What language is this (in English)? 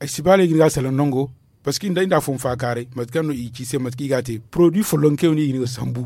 Zarma